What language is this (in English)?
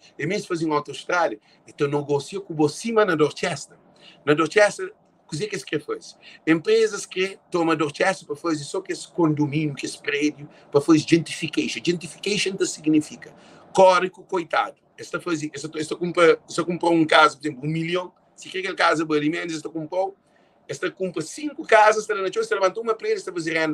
Kabuverdianu